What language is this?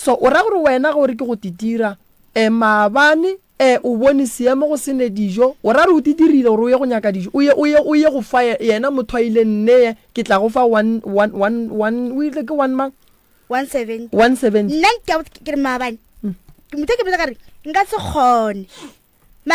Northern Sotho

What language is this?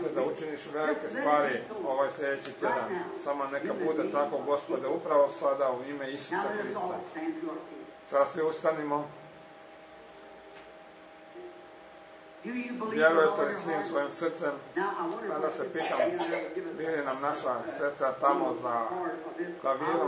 Croatian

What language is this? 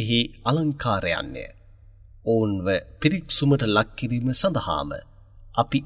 Sinhala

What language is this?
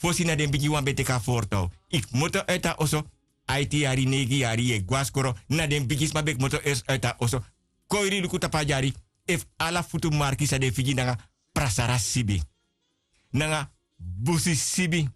Sranan Tongo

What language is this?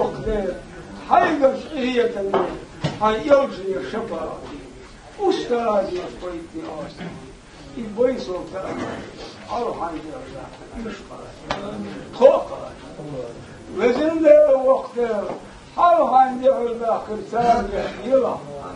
Chechen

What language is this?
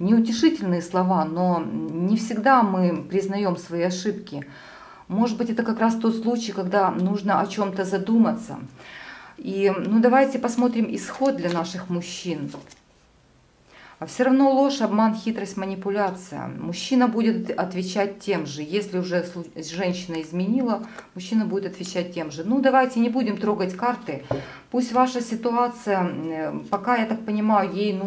Russian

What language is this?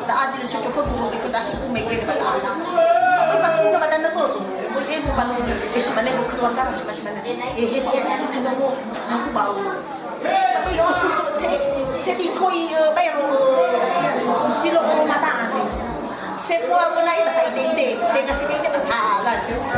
Nias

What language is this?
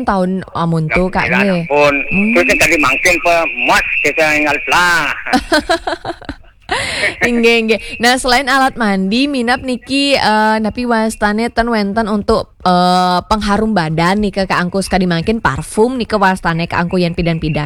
Balinese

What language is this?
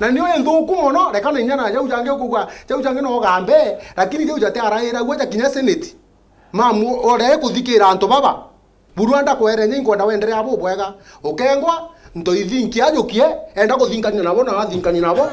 Meru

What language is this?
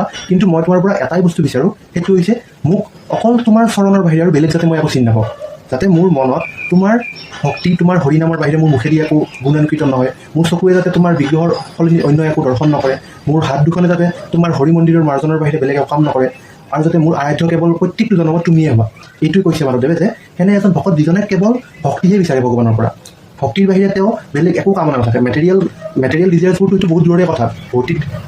Assamese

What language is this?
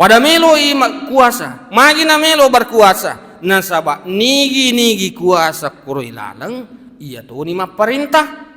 Buginese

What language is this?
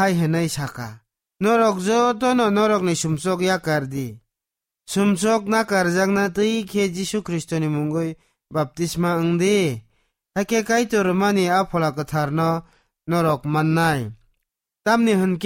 Kok Borok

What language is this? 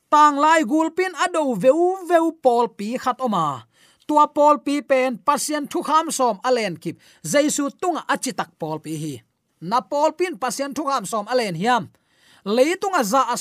Tedim Chin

